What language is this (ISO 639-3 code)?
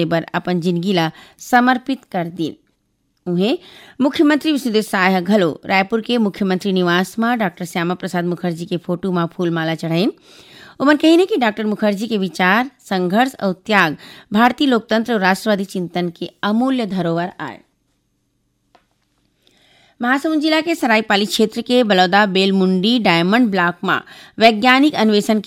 hne